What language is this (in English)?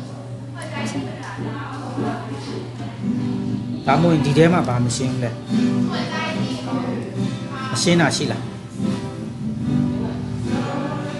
Burmese